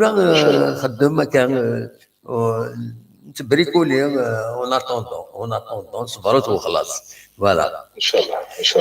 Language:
Kabyle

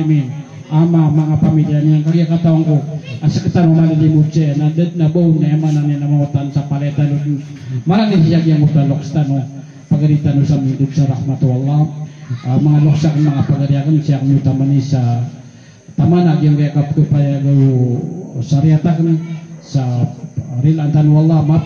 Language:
Maranao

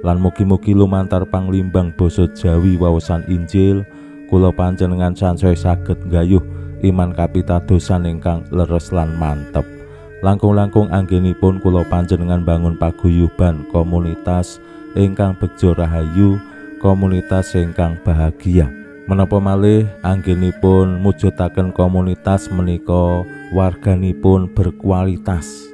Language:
Javanese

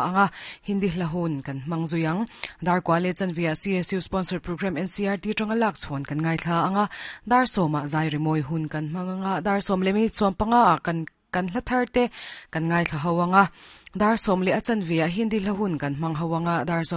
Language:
Mizo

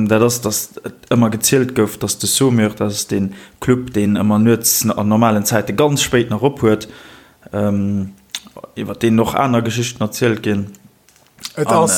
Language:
Luxembourgish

